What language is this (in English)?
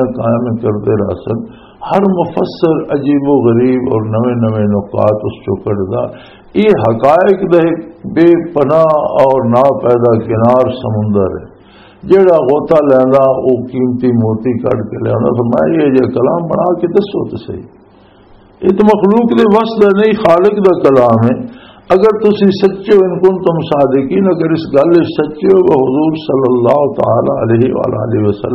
Western Panjabi